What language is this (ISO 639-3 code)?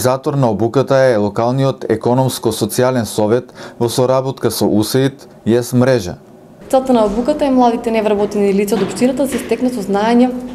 mkd